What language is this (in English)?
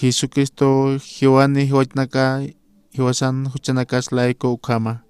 Aymara